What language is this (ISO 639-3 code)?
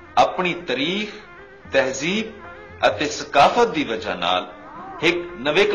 skr